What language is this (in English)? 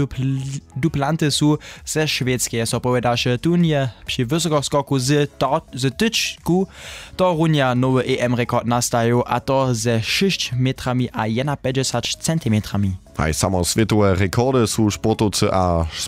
Upper Sorbian